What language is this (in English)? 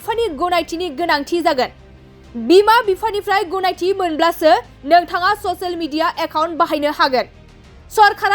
Bodo